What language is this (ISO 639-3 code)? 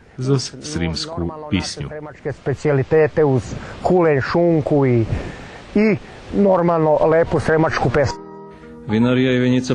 rue